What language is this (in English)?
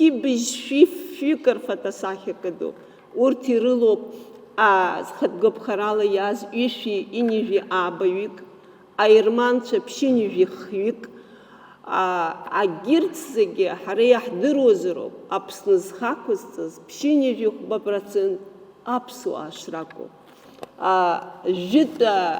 Abkhazian